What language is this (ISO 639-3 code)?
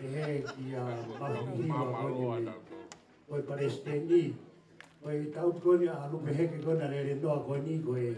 ton